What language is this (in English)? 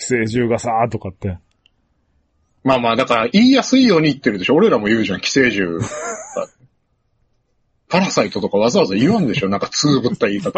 Japanese